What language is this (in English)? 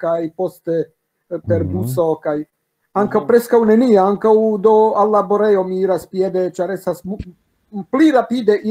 Esperanto